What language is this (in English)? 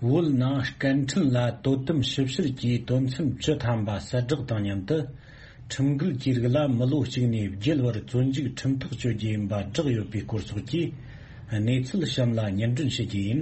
Tibetan